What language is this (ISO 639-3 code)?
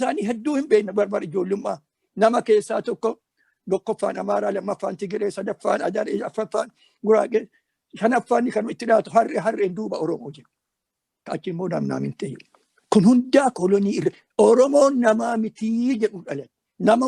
orm